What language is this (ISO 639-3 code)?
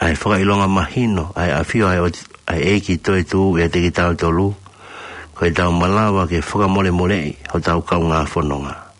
ton